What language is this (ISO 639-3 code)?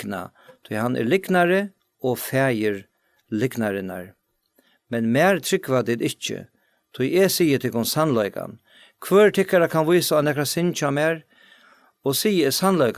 fao